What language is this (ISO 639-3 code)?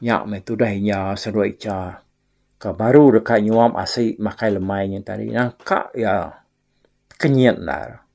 iba